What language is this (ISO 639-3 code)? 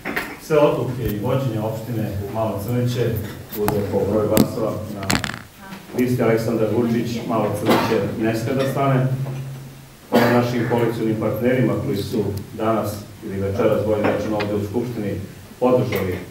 srp